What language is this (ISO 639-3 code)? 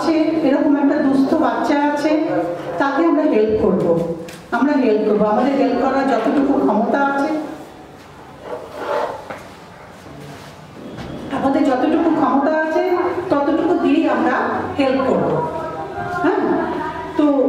ben